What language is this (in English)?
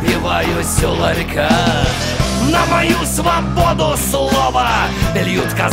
Russian